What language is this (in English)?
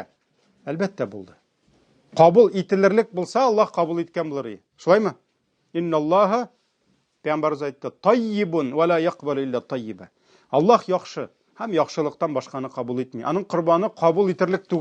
Tatar